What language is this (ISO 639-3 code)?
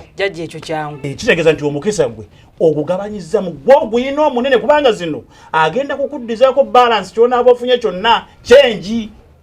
lug